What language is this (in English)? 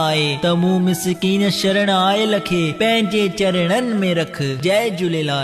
Sindhi